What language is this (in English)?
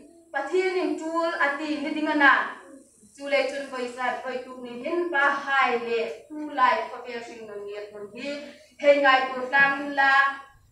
Hmar